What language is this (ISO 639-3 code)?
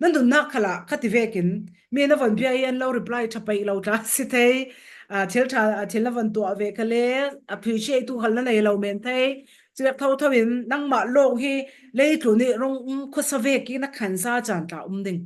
cfm